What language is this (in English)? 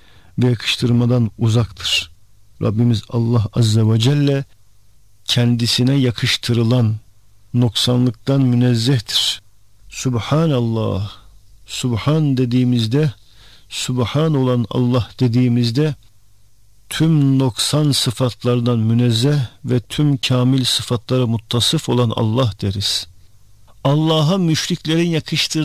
Turkish